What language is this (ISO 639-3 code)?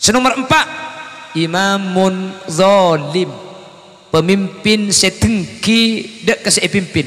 mad